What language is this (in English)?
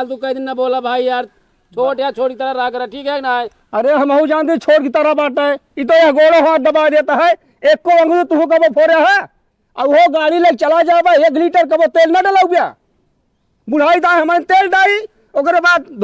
Awadhi